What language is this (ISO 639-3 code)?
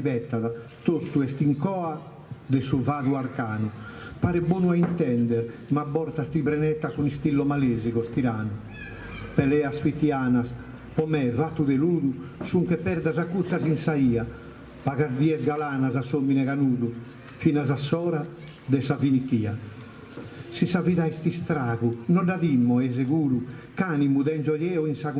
srd